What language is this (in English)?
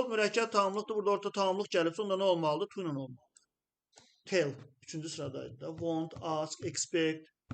Azerbaijani